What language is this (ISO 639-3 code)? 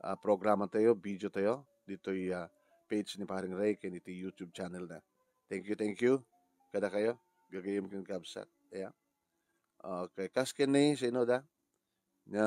ilo